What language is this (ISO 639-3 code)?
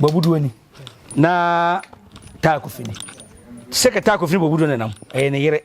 aka